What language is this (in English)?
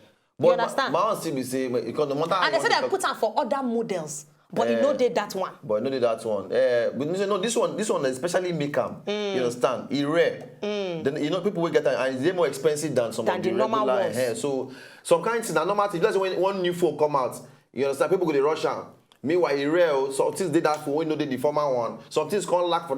Nigerian Pidgin